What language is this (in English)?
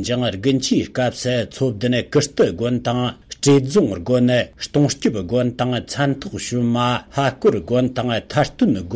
Tibetan